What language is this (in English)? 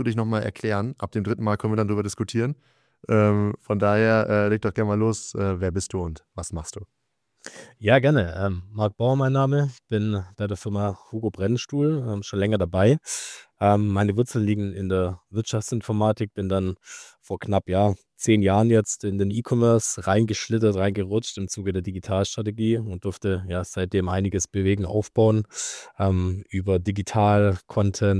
German